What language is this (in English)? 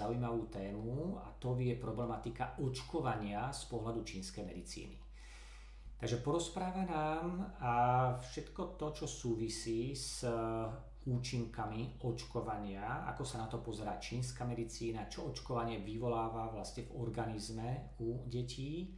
Slovak